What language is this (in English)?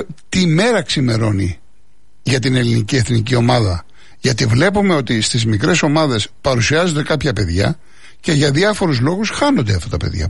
Greek